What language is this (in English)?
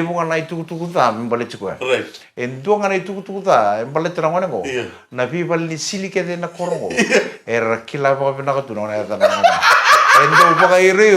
Fijian